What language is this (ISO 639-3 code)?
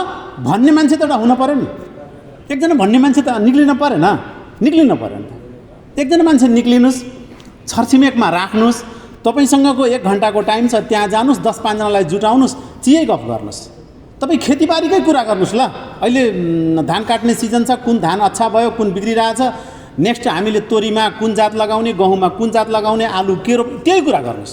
nep